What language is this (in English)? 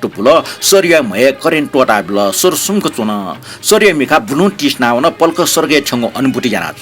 Newari